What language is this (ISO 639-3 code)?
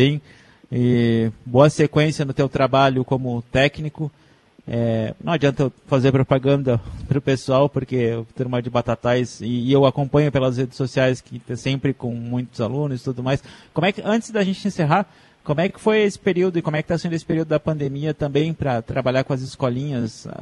por